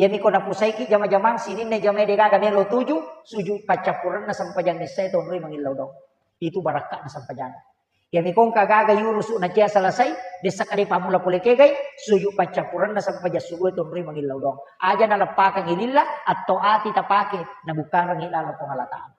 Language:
Buginese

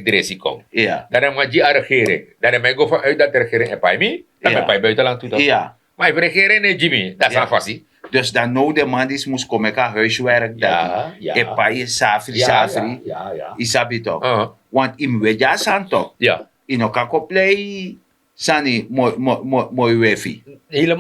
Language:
Sranan Tongo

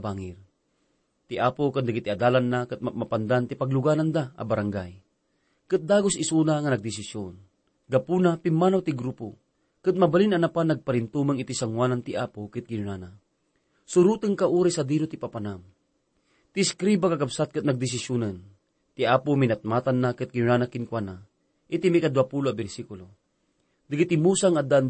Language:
Iloko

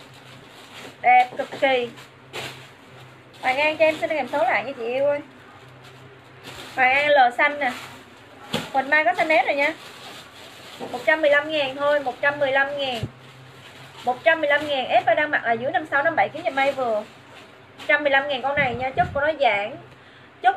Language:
Vietnamese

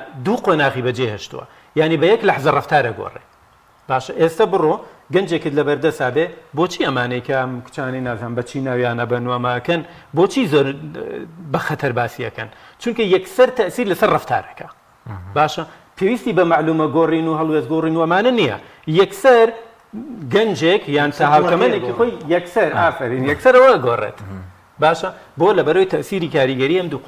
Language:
Central Kurdish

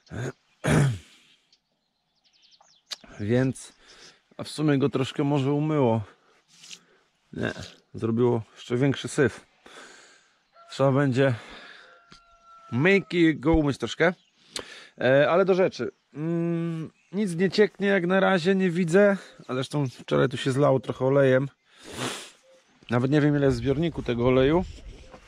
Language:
Polish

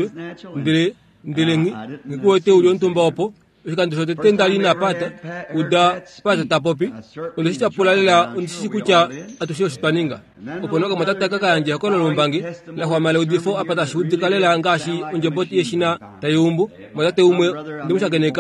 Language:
Kuanyama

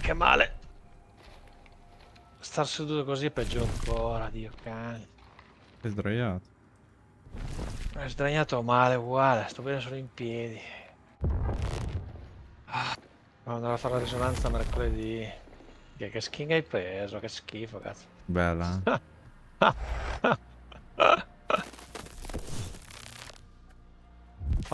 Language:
Italian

